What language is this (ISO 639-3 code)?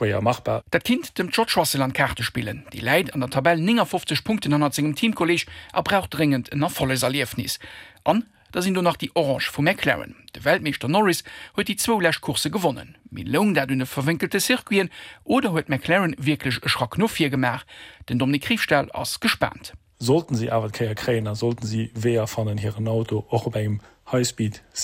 ltz